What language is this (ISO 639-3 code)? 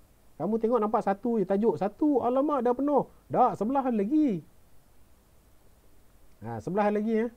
msa